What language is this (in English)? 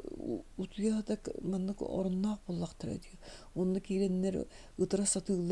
Yakut